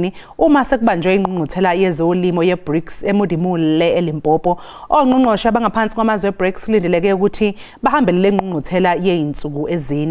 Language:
Zulu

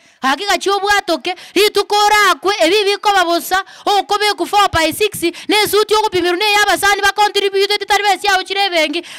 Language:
Gusii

